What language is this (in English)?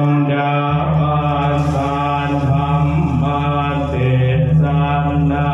Northeastern Thai